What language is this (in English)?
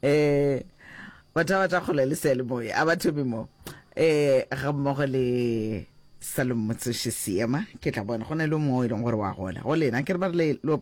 Northern Sotho